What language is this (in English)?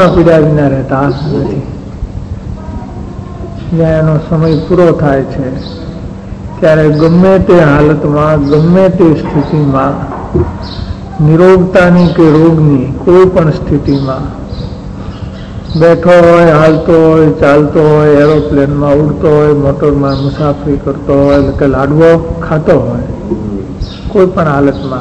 Gujarati